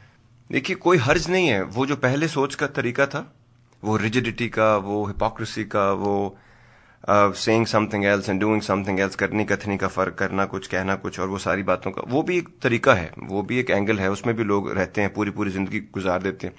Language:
Urdu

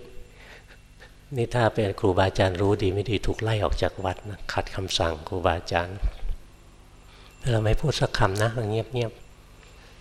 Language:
Thai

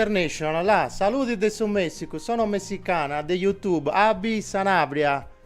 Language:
Sardinian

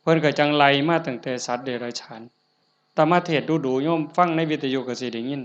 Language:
Northeastern Thai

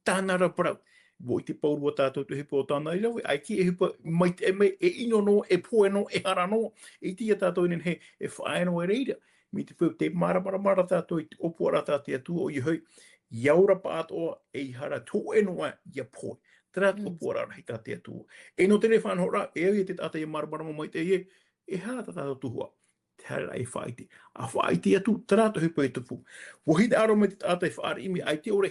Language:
Tahitian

